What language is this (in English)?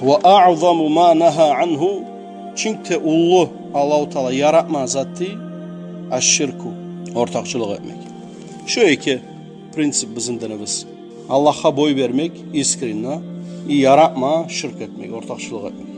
Kumyk